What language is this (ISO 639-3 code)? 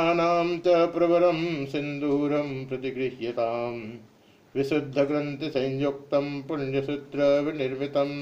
san